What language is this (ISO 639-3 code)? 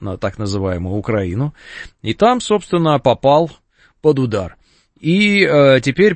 rus